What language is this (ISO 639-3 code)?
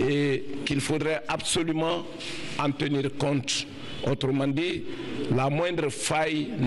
fra